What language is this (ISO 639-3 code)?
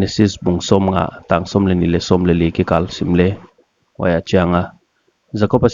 pck